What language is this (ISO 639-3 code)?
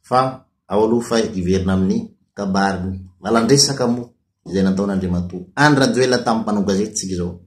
mlg